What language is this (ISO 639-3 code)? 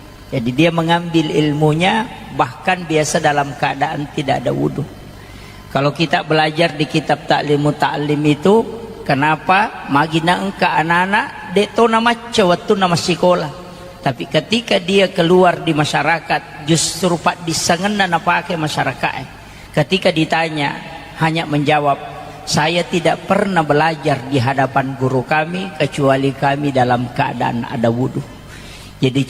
bug